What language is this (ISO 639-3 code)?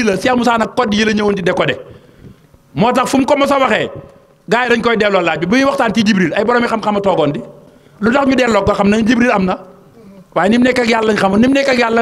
wol